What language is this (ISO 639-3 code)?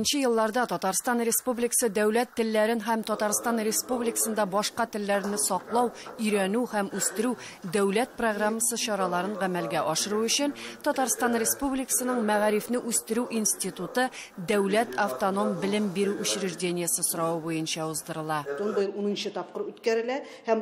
tat